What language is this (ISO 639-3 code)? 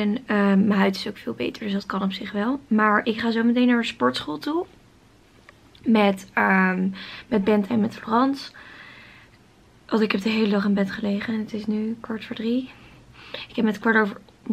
nld